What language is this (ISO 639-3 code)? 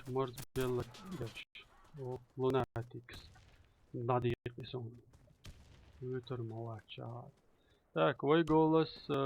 che